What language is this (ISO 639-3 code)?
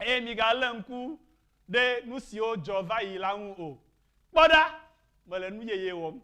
ewe